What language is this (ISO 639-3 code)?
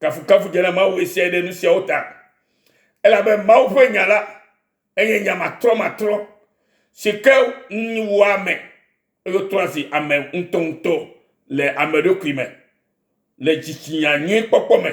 ewe